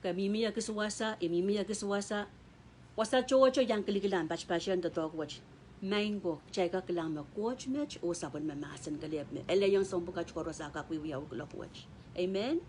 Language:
Pohnpeian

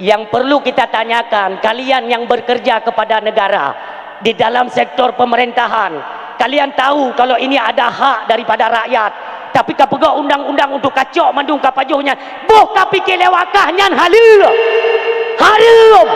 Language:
Achinese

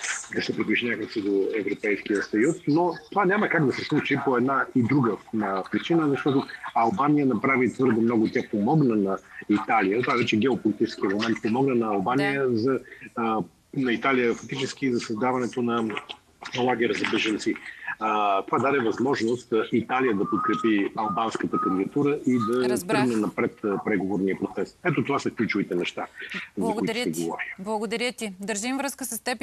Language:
Bulgarian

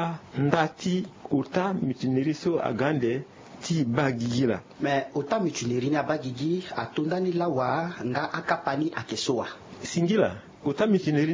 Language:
Sango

